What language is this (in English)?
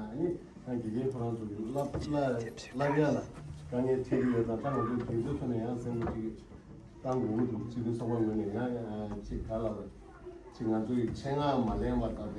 Tibetan